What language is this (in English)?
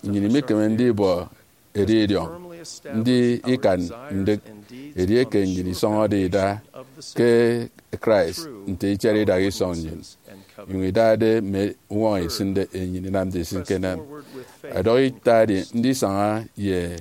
Efik